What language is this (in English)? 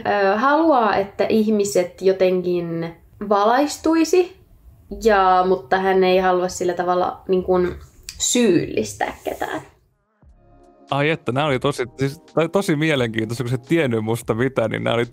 Finnish